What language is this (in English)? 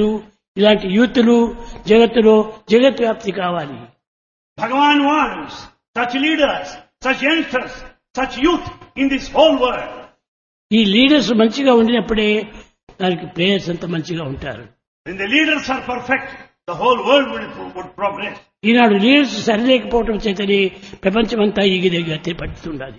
Telugu